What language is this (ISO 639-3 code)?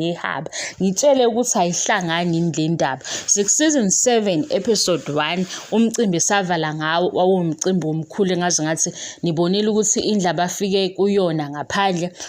zul